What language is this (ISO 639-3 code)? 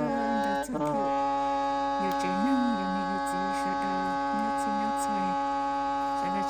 hmn